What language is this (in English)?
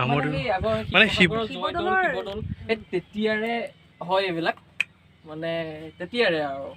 Assamese